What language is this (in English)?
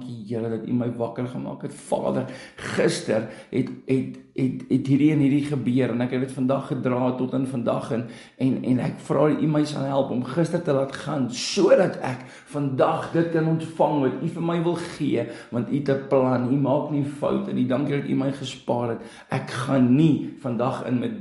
Afrikaans